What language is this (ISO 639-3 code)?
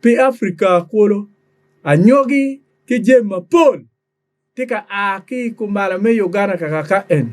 ach